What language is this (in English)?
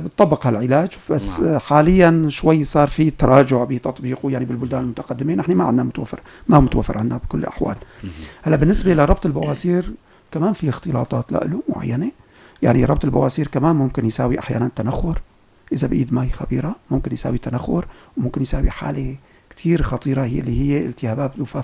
North Levantine Arabic